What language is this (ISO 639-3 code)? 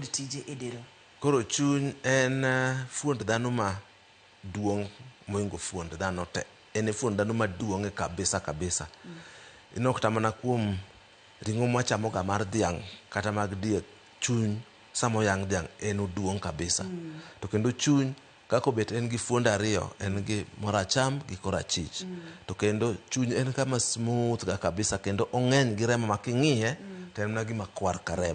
luo